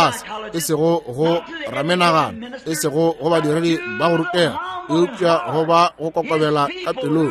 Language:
Northern Sotho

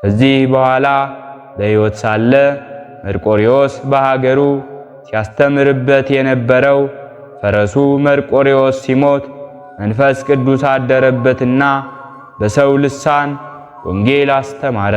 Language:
Amharic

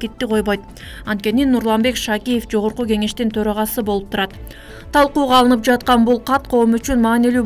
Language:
Kyrgyz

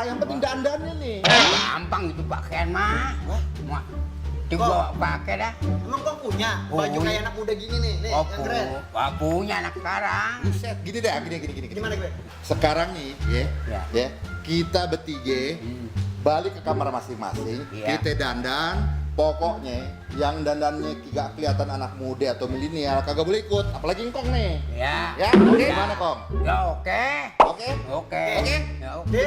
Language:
Betawi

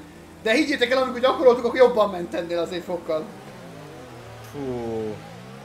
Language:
Hungarian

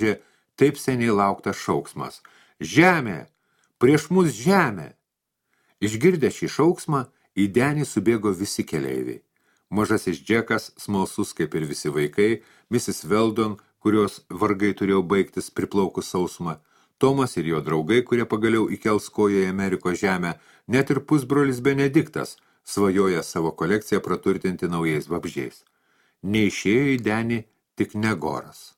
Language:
Lithuanian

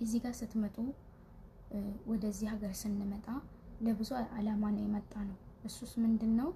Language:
Amharic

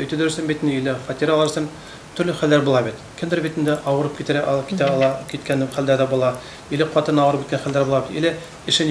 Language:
Bashkir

